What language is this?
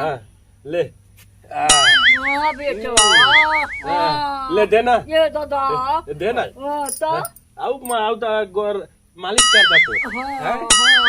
Chhattisgarhi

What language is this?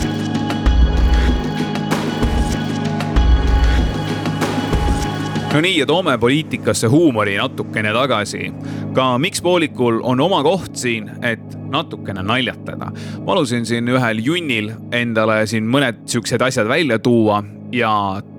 Estonian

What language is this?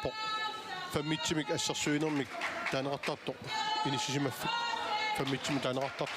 Kalaallisut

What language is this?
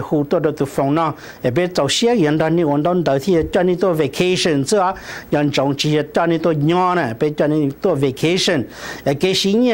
Hmong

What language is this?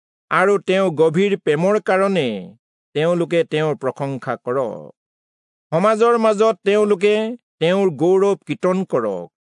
Assamese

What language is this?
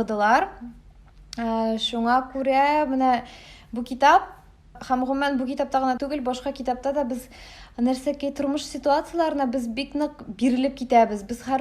Tatar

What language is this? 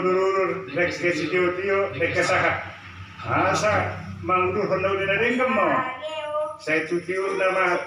Batak Toba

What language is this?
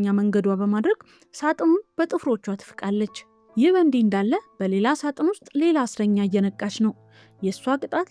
Amharic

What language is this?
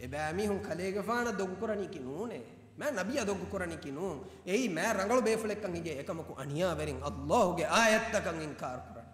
Divehi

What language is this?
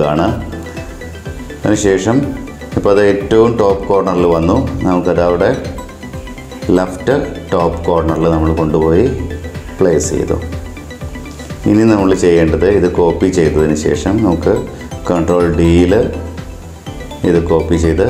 Malayalam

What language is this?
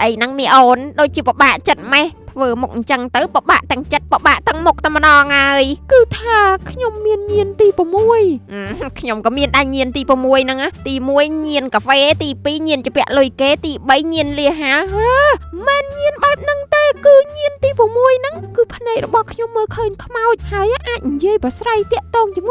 Khmer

